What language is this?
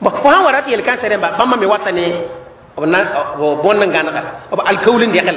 Mossi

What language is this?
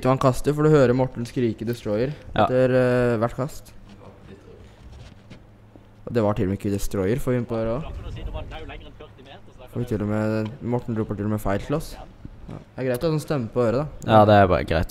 Norwegian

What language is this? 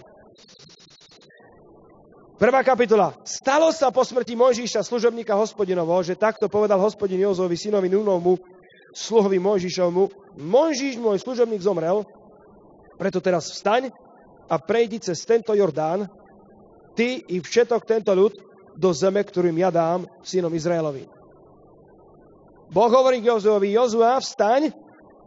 Slovak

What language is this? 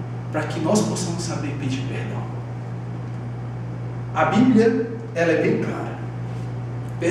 Portuguese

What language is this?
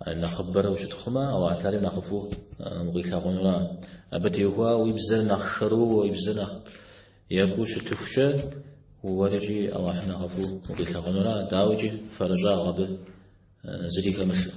Kabardian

